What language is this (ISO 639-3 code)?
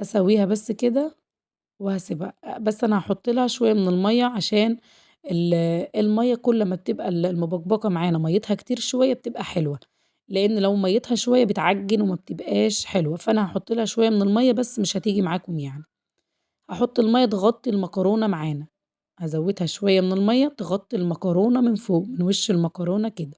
arz